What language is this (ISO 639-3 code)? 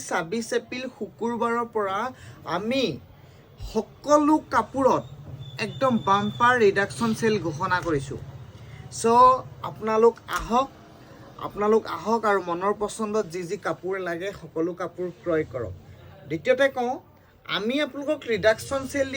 asm